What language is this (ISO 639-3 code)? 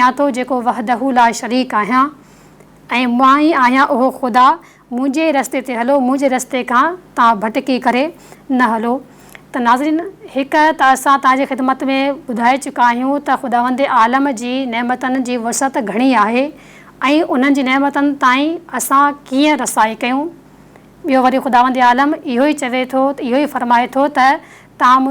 snd